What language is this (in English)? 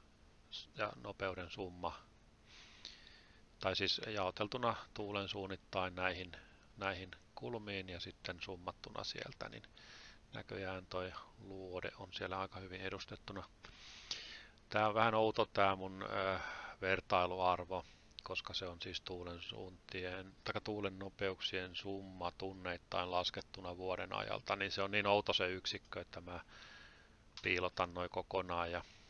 Finnish